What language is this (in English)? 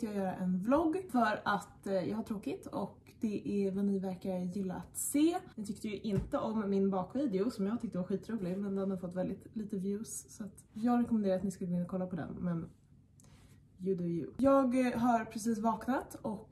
Swedish